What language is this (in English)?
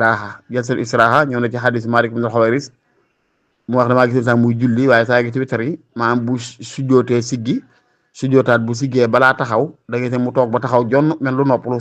Wolof